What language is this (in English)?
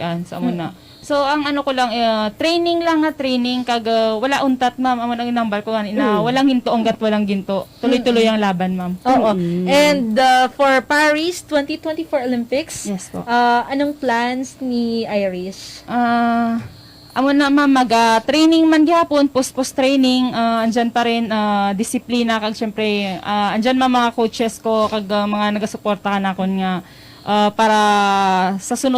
Hiligaynon